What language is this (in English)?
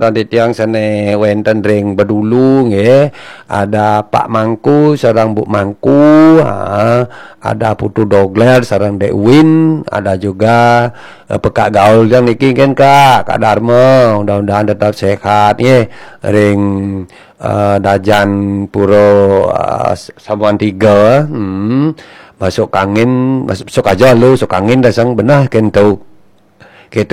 Balinese